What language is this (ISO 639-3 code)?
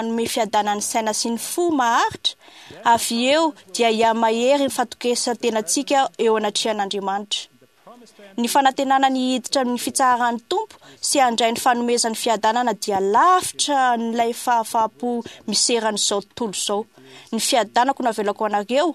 mlg